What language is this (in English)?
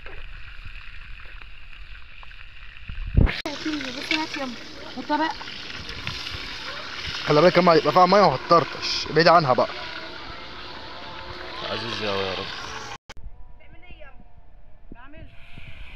Egyptian Arabic